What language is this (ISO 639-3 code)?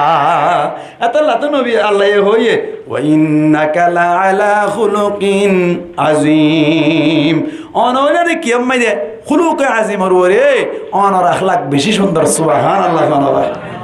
rhg